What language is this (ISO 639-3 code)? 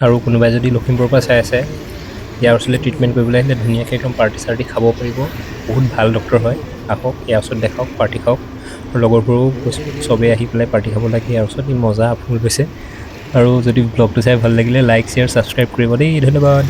asm